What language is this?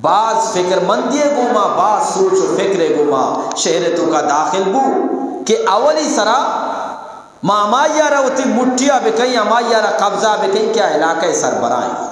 Eastern Balochi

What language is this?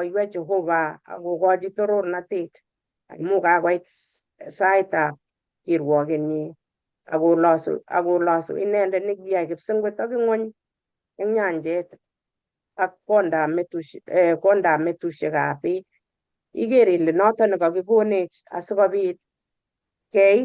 Kalenjin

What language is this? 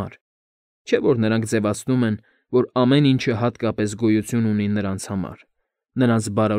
Armenian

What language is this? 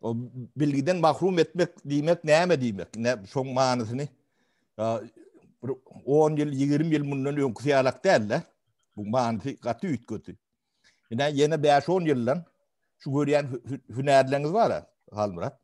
Turkmen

